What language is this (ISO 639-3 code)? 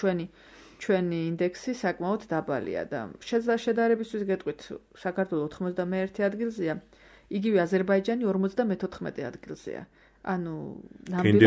kat